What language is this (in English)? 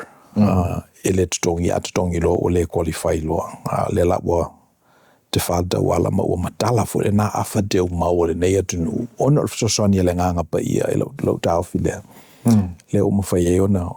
Samoan